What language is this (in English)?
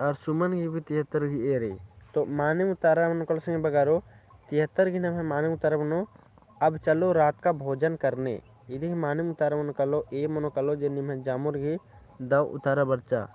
Kurukh